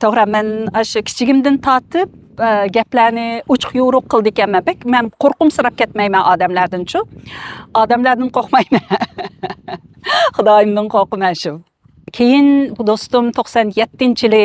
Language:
Uyghur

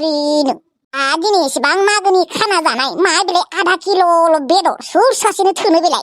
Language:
Bodo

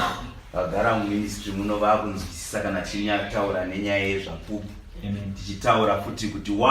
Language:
Shona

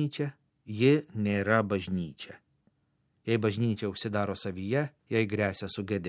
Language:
Lithuanian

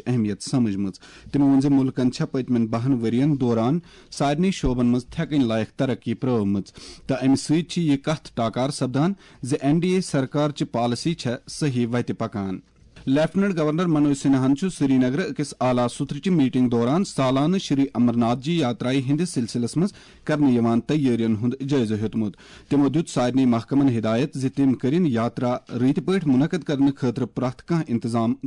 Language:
Kashmiri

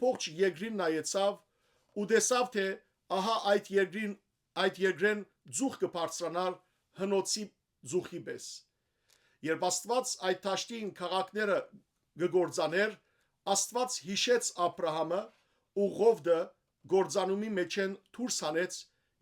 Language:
Western Armenian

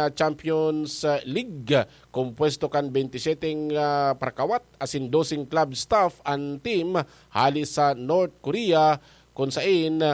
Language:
Bikol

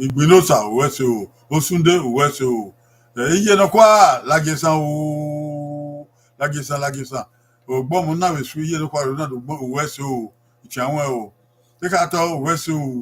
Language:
Bini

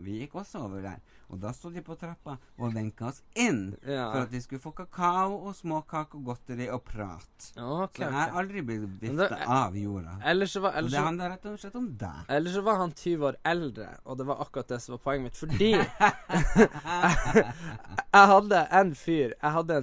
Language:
Norwegian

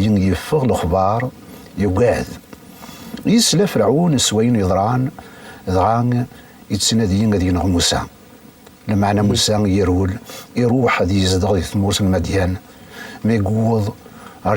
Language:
Kabyle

